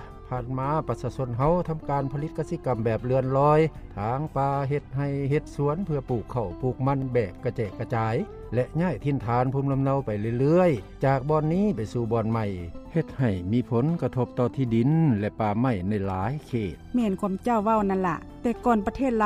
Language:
Lao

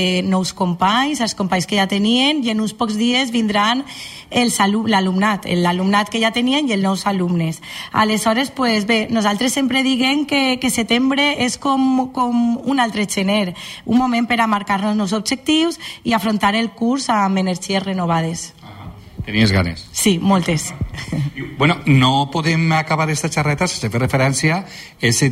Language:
Catalan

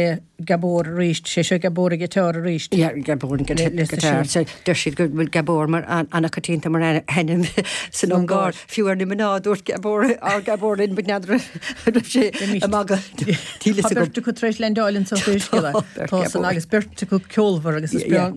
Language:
Irish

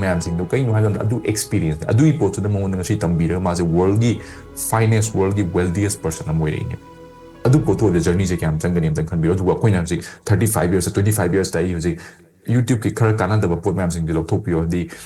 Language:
Manipuri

